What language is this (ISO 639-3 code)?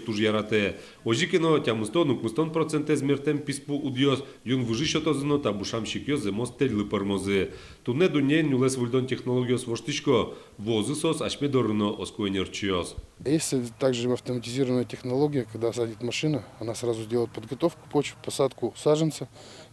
udm